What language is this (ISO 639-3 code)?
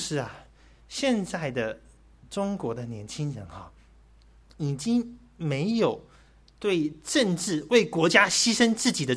zho